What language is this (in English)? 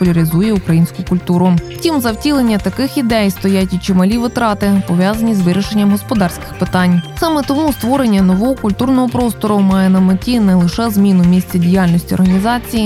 Ukrainian